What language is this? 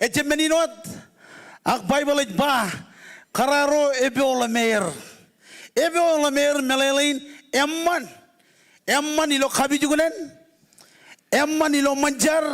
Marshallese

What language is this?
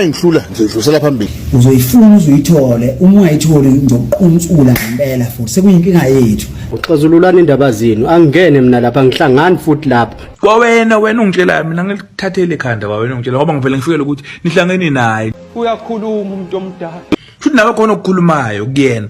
Zulu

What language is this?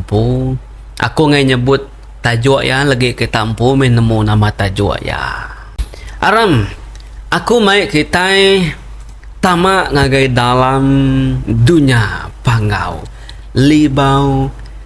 Iban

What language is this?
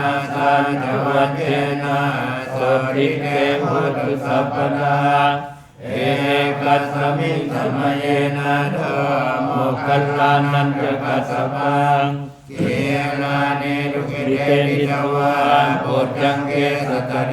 Pali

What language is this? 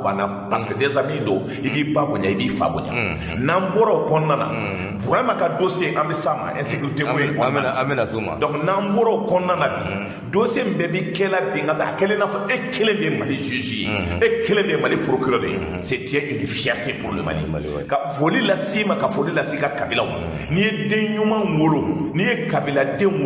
Bambara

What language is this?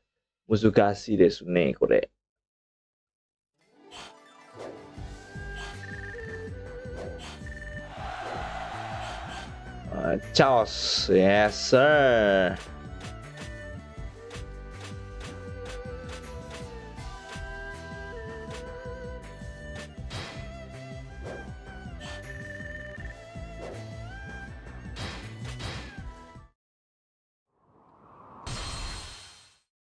Indonesian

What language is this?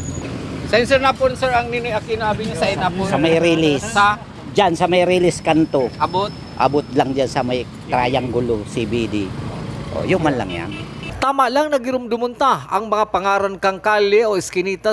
Bikol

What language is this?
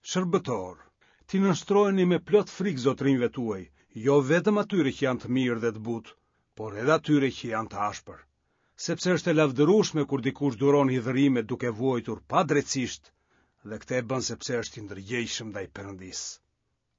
Albanian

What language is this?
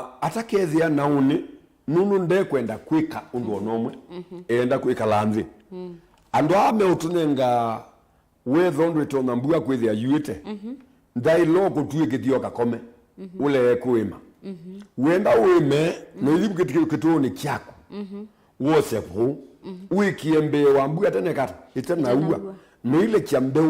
Kamba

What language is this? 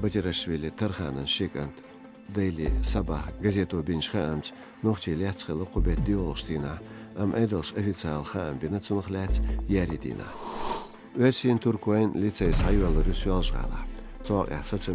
Chechen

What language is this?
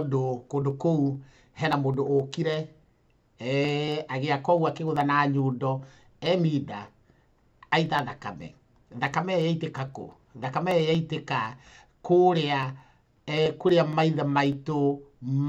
Kikuyu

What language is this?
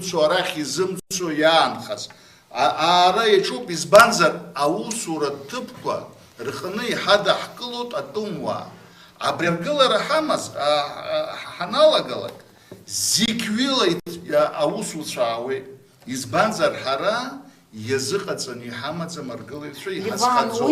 Abkhazian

